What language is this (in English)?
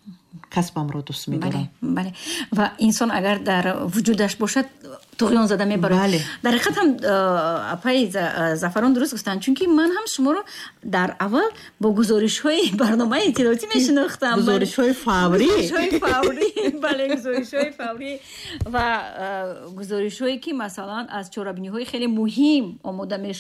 Tajik